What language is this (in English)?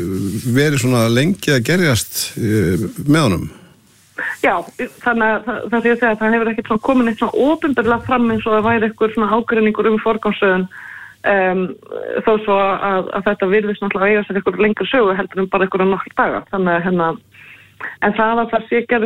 Icelandic